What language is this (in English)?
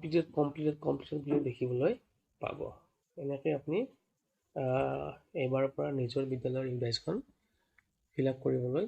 Assamese